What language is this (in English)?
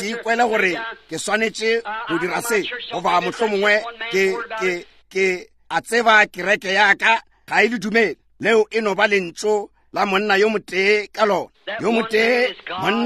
Northern Sotho